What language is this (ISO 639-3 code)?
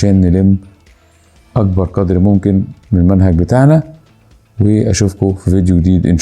arz